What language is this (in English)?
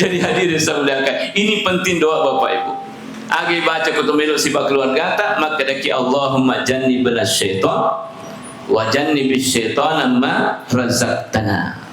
Buginese